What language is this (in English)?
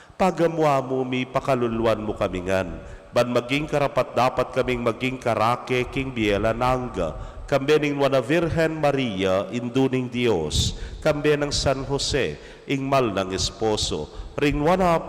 Pampanga